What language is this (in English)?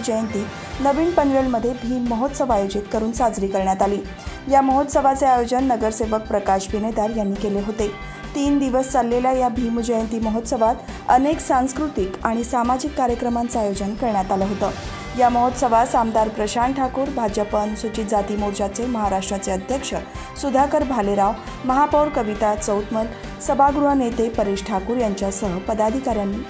Marathi